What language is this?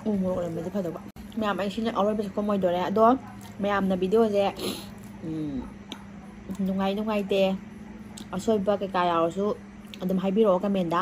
Manipuri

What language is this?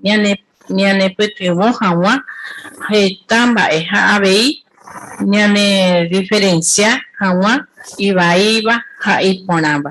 Guarani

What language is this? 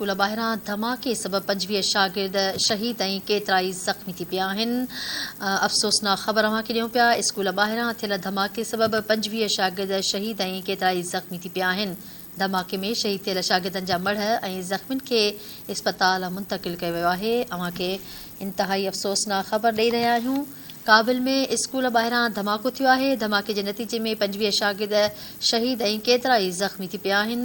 Sindhi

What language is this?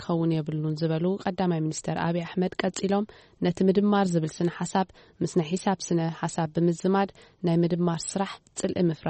Tigrinya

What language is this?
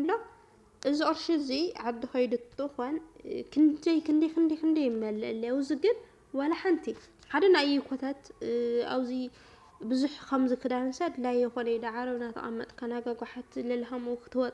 Tigrinya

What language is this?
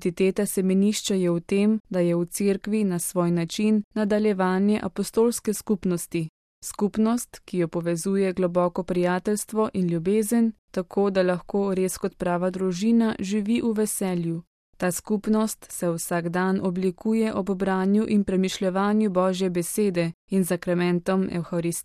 Slovenian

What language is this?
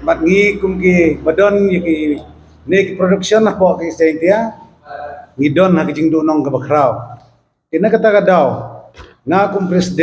Khasi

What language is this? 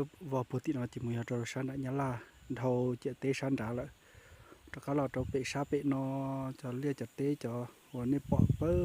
Hmong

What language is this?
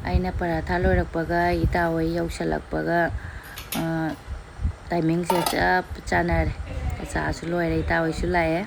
Manipuri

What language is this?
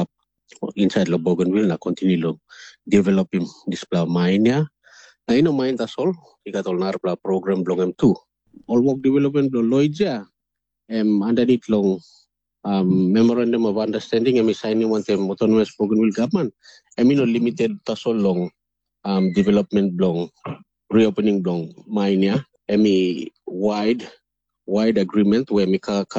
Tok Pisin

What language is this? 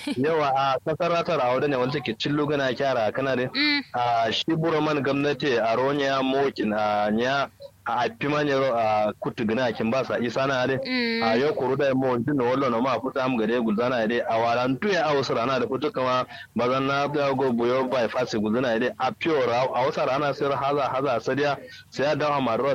Kanuri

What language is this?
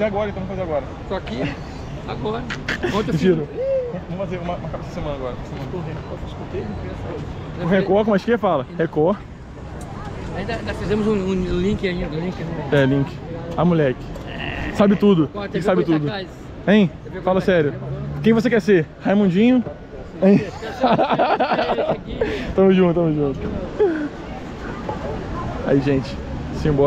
Portuguese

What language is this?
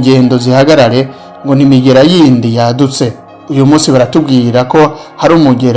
Rundi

